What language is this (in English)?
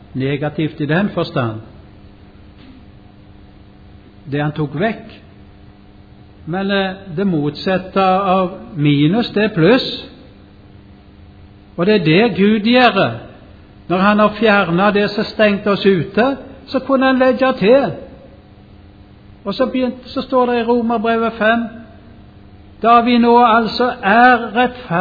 Norwegian